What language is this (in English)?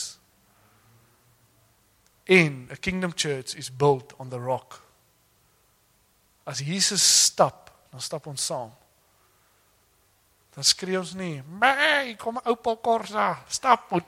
Afrikaans